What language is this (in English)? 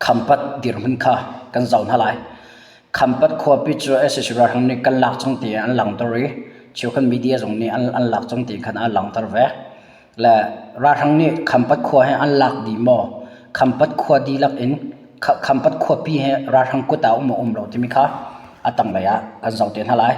Hakha Chin